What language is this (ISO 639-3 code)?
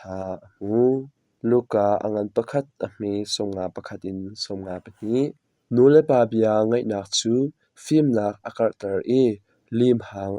cnh